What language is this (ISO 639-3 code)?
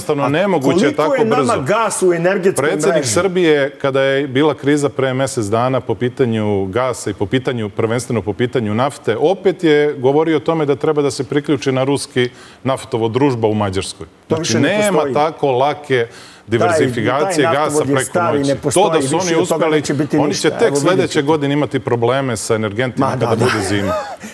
srp